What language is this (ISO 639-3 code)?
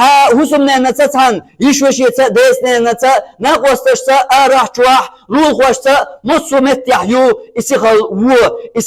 che